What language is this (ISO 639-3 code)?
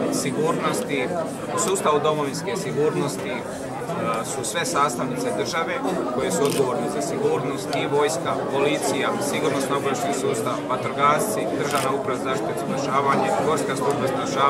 hrv